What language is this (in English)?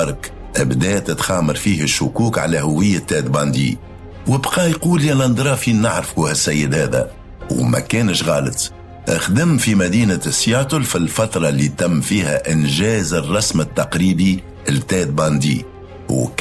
Tunisian Arabic